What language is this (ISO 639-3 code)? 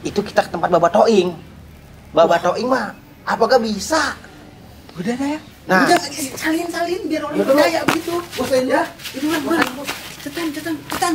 bew